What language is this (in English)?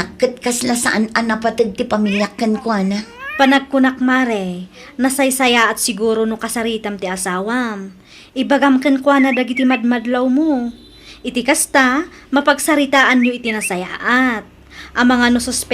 Iloko